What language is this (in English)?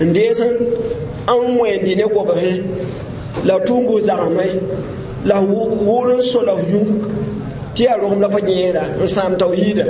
Mossi